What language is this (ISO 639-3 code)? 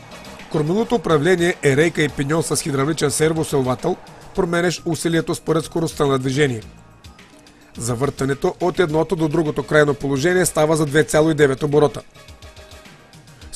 bul